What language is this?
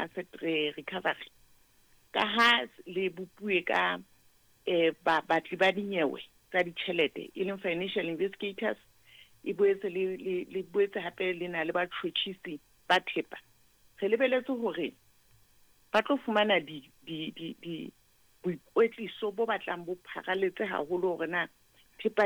Southern Sotho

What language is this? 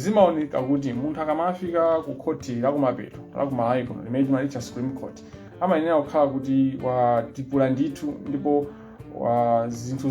Nyanja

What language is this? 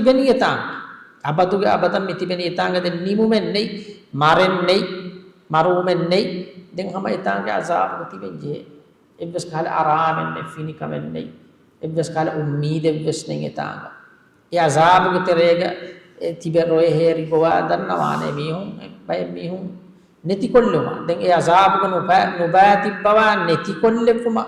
Divehi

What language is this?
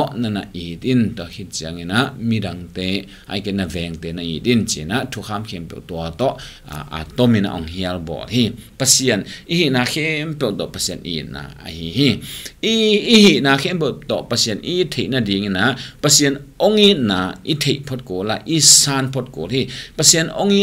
Tedim Chin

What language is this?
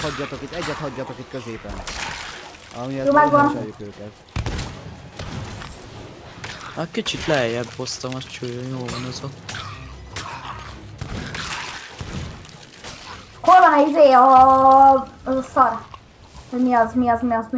Hungarian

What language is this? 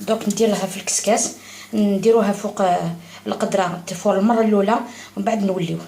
Algerian Arabic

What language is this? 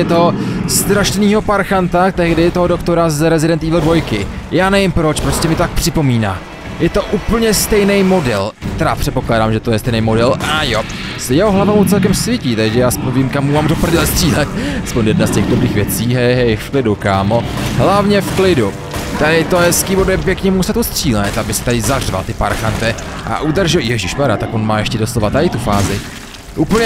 Czech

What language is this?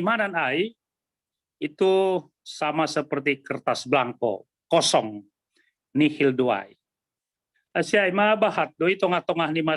Batak Simalungun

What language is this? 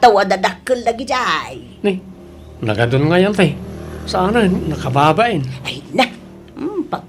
Iloko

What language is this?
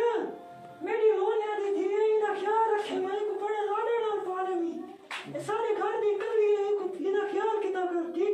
Saraiki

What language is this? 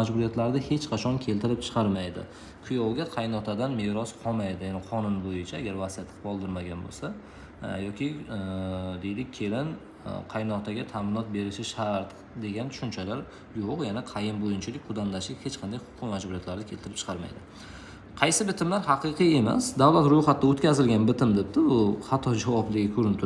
Uzbek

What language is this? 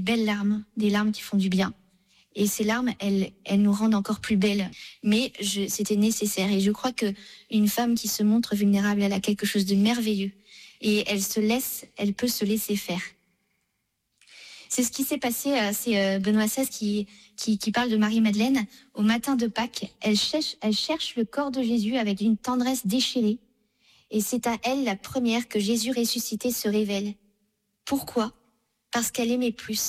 French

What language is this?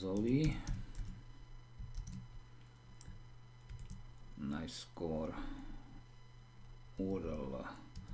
Slovak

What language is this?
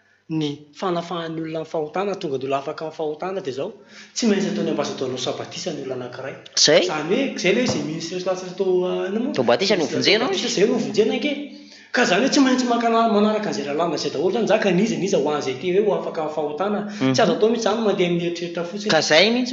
Malagasy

